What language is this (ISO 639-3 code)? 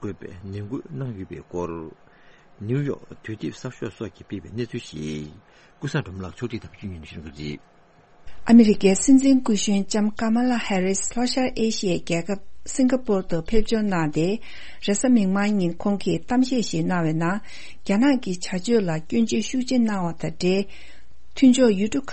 bod